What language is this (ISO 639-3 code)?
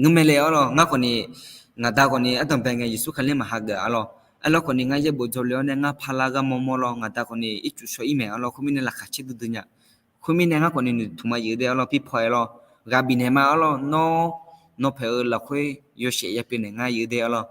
ahk